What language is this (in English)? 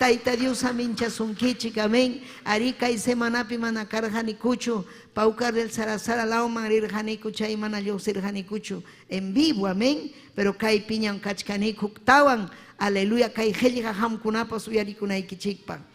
Ayacucho Quechua